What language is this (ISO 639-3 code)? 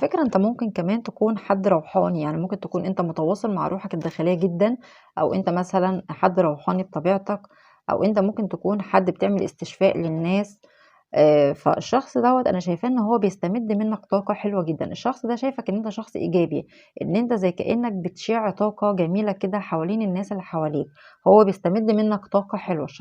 arz